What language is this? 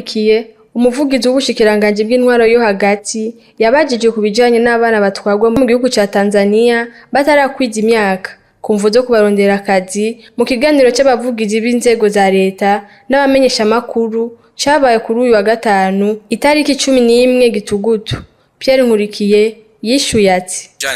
Rundi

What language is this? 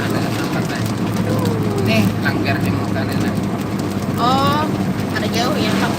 Banjar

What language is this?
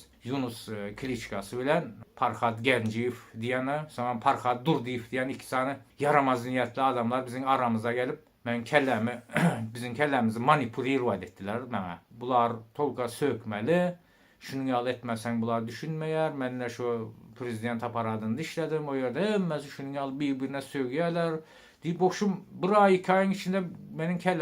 Turkmen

